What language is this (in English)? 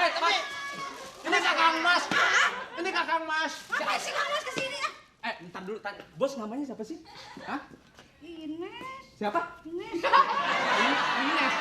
Betawi